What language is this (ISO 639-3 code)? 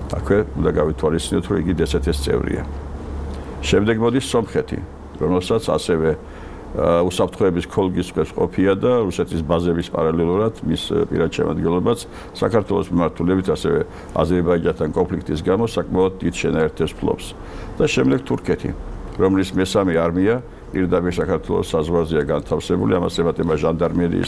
kat